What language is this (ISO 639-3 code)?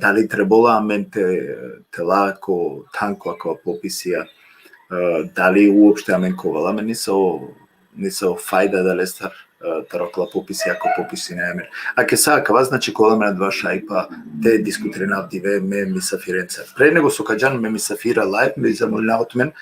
rmn